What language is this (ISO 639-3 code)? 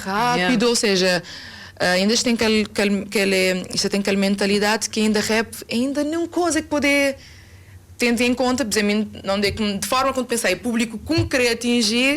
kea